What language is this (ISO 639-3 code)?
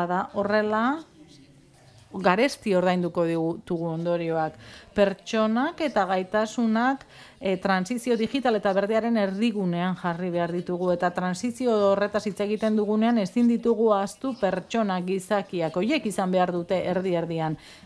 eus